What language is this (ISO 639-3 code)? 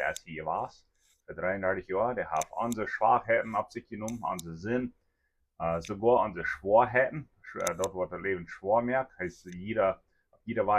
pdt